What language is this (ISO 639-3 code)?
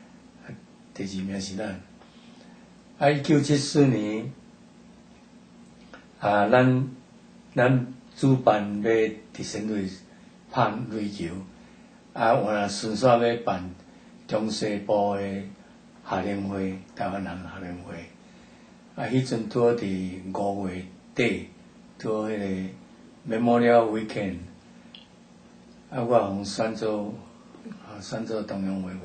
nan